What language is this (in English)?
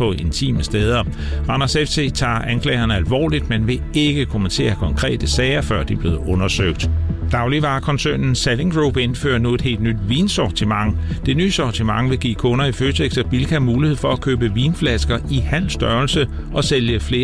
Danish